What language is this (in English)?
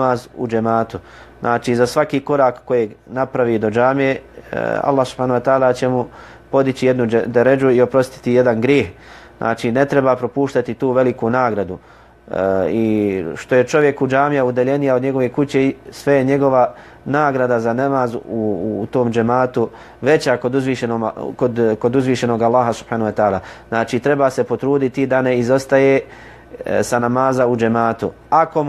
Bosnian